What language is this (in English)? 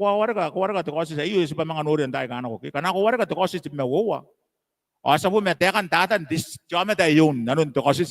Gilbertese